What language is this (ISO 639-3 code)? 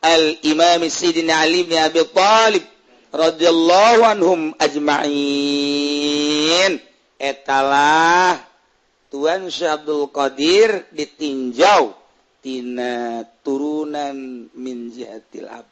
sun